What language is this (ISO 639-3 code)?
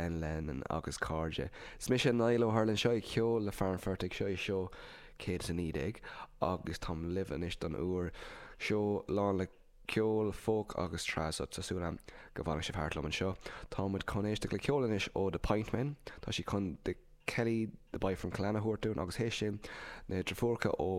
gle